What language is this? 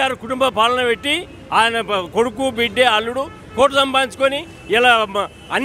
Telugu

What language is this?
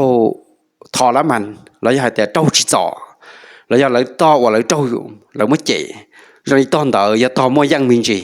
Hmong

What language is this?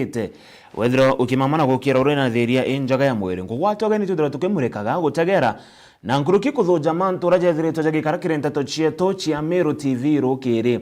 Meru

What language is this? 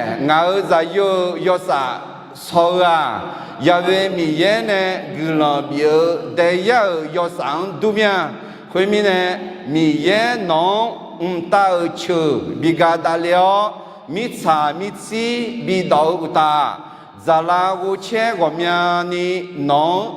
Akha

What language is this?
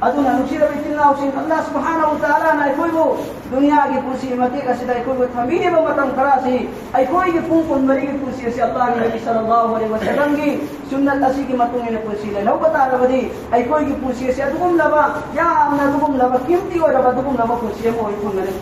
Manipuri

